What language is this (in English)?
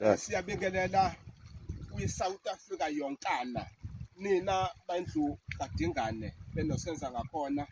Zulu